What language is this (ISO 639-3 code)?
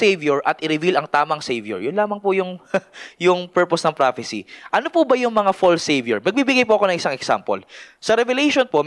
fil